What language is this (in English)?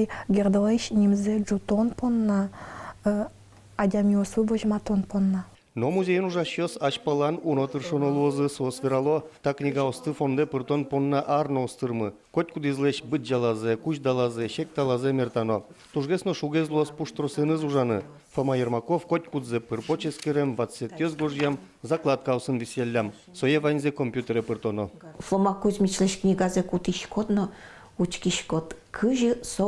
Udmurt